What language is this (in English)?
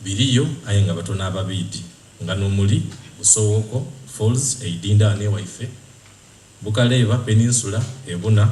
Soga